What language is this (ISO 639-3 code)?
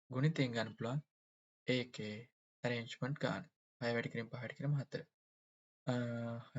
sin